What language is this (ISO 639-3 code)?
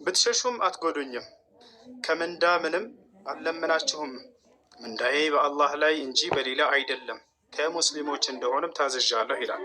amh